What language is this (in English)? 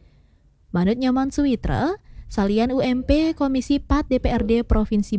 Balinese